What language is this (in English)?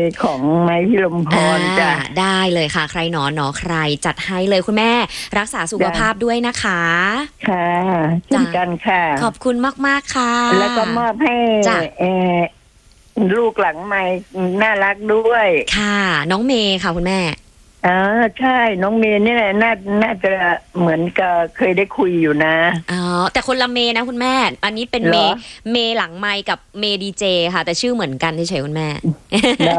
Thai